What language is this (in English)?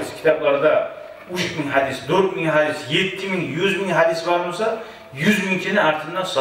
Kumyk